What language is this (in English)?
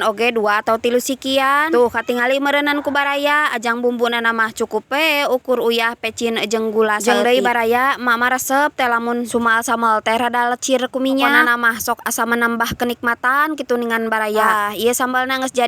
Sundanese